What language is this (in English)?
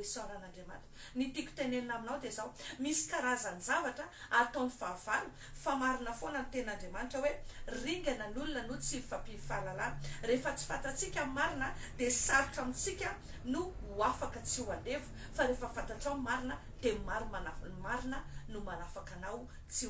Malagasy